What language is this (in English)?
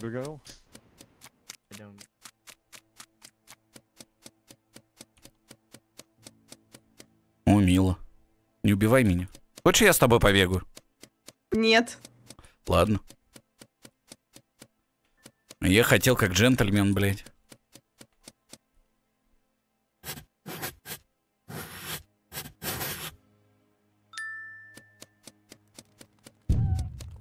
Russian